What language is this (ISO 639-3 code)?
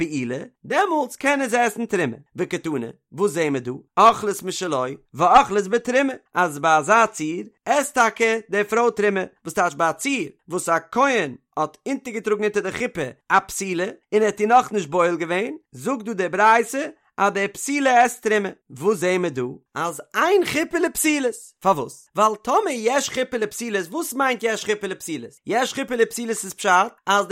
yid